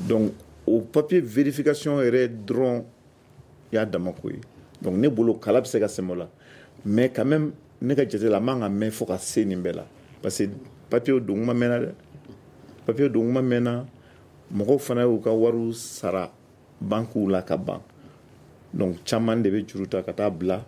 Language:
Bambara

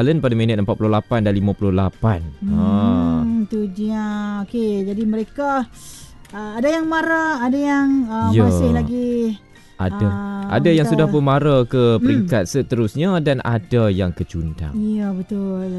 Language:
Malay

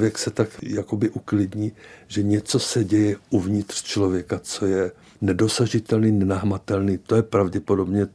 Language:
Czech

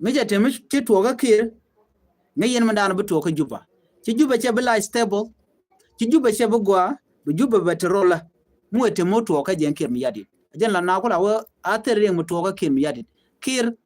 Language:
Nuer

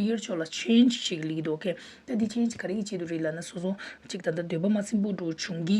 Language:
Tibetan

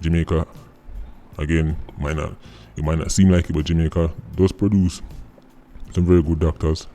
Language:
Jamaican Creole English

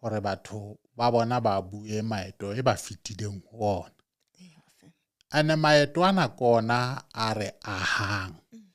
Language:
Southern Sotho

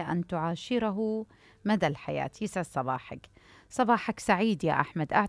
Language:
Mesopotamian Arabic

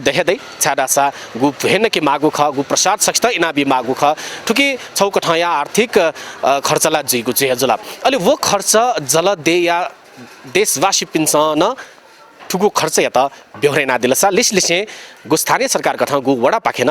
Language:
Newari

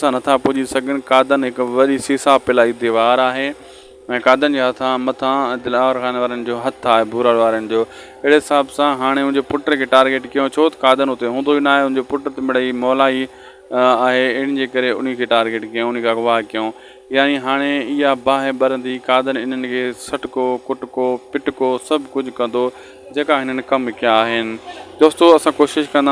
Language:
Sindhi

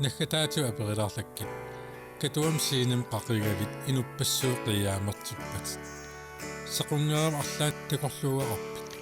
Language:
Kalaallisut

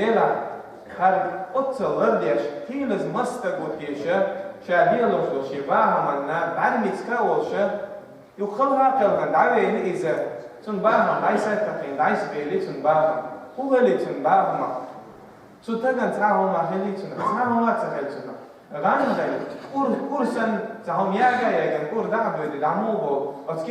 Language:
Chechen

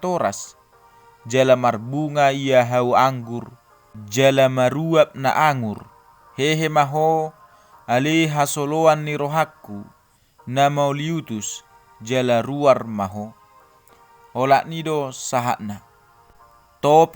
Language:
Batak Toba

